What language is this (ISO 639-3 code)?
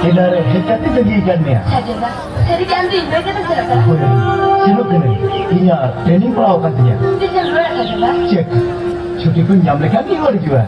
sat